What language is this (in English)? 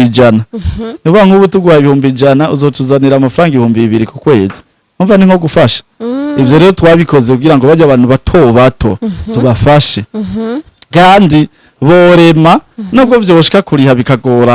Rundi